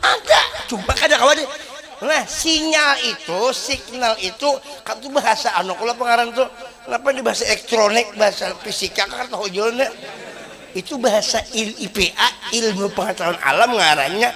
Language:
Banjar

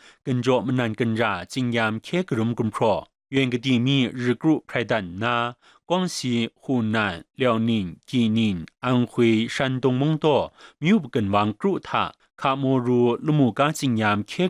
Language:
Kachin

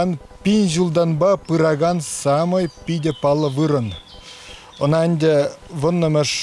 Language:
Chuvash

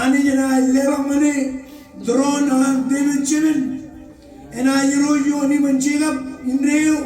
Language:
Marshallese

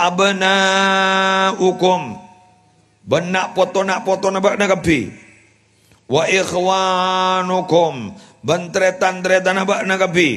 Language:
Madurese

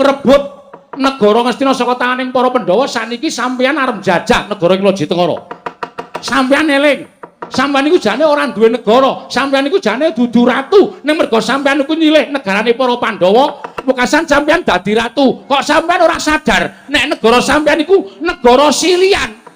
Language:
Javanese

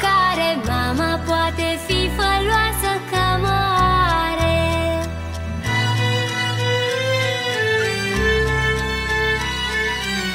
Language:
Romanian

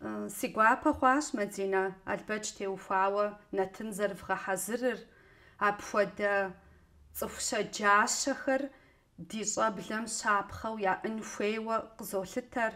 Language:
Kabardian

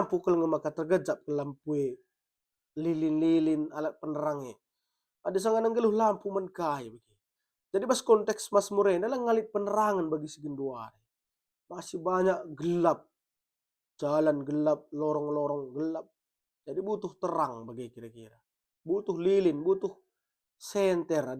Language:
Batak Karo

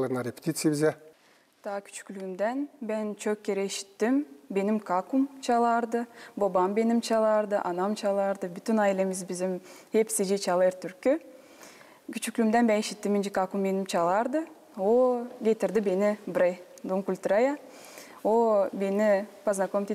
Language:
Gagauz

